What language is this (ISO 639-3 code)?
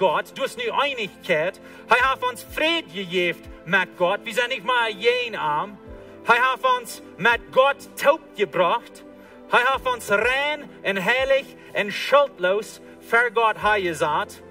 pdt